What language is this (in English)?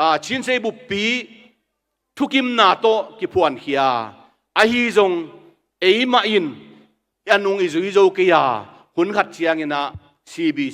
Tedim Chin